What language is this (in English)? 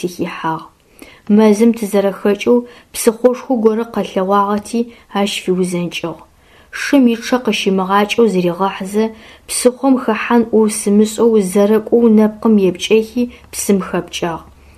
Adyghe